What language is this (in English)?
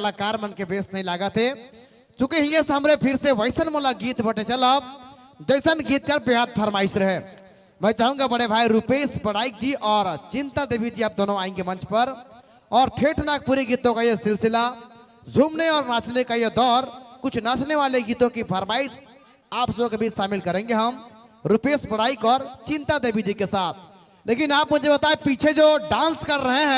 Sadri